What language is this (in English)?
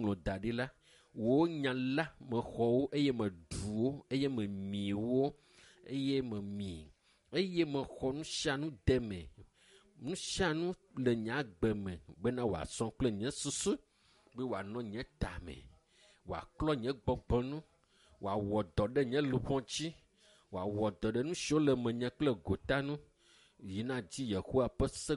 Ewe